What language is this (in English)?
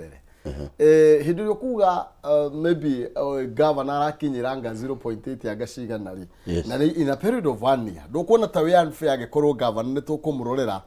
Kikuyu